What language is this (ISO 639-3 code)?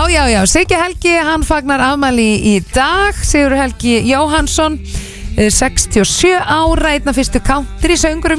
isl